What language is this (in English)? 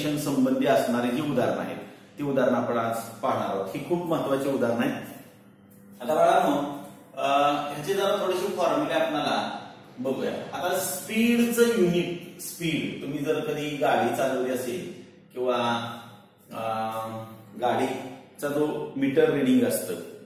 Marathi